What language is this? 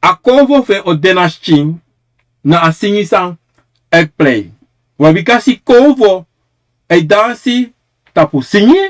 Sranan Tongo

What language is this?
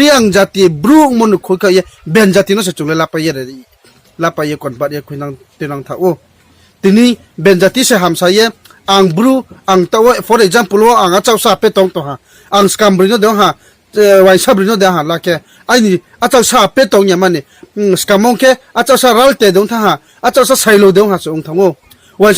Riang (India)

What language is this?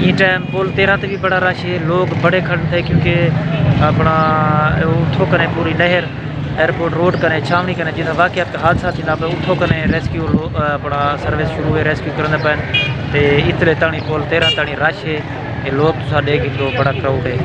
Saraiki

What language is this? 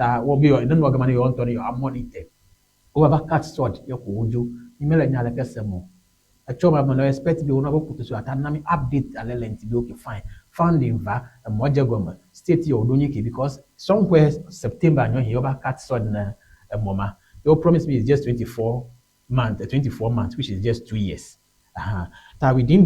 Ewe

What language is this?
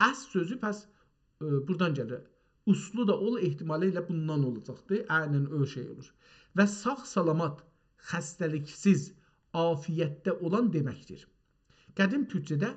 South Azerbaijani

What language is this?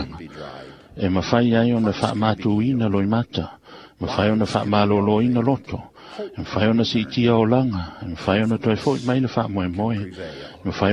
Samoan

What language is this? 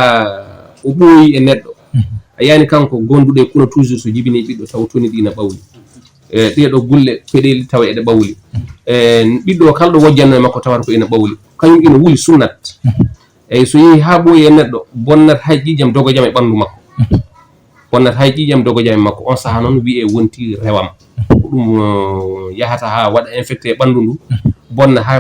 Fula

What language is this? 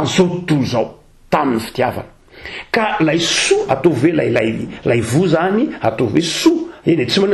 Malagasy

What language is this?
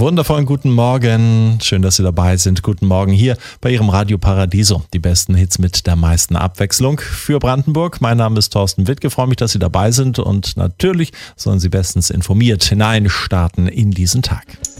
German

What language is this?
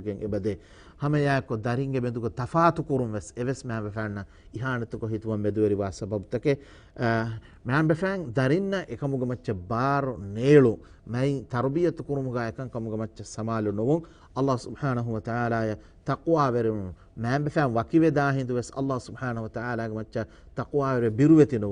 Divehi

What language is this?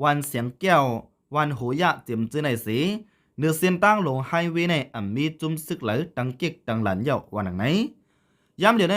Shan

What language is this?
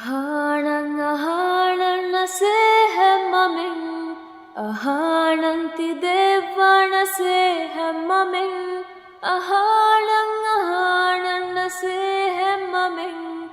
Divehi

